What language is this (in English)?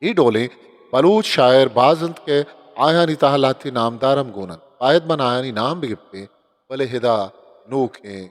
Eastern Balochi